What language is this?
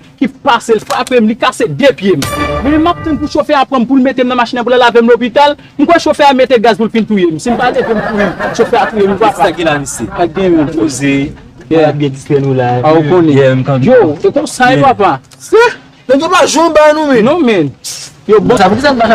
Haitian Creole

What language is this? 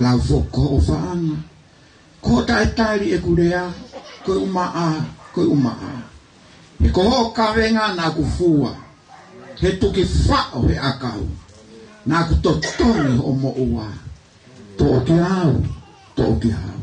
Tongan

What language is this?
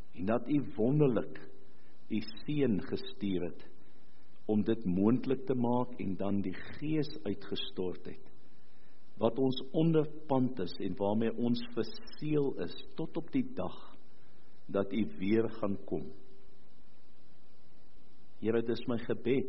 Afrikaans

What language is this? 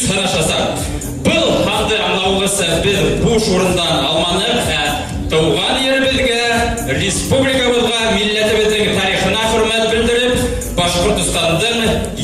Bashkir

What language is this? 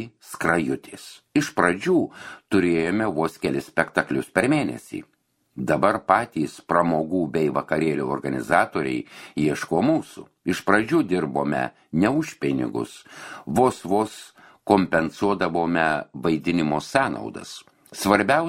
Lithuanian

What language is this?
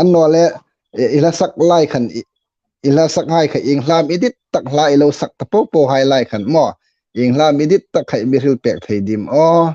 Hmar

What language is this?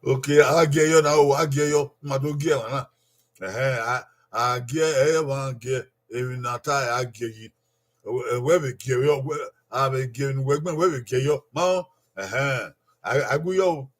Bini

